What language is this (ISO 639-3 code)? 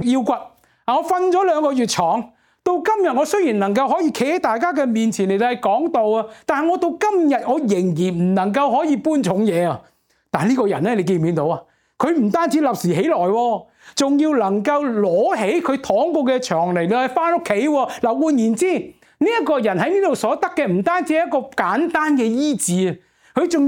yue